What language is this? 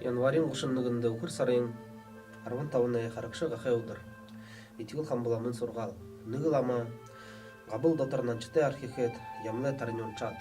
Buriat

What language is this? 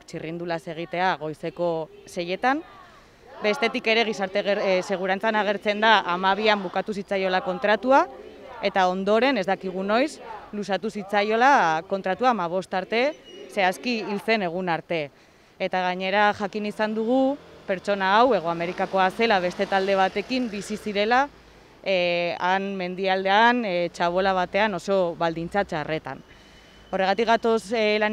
Basque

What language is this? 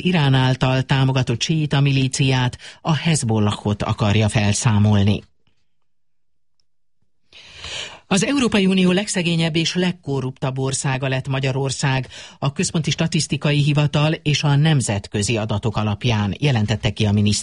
Hungarian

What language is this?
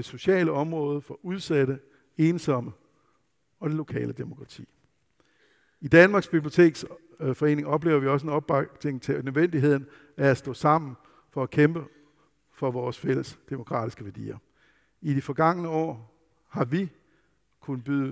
Danish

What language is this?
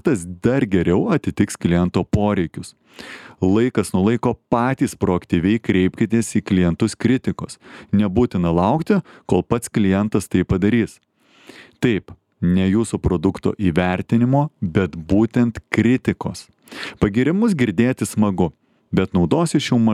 Lithuanian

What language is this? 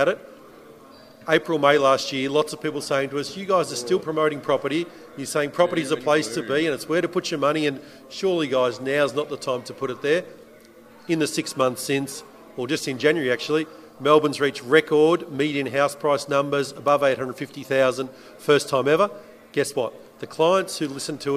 English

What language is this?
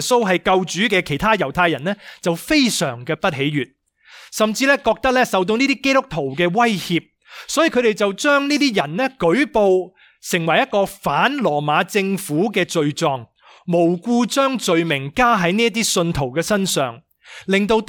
Cantonese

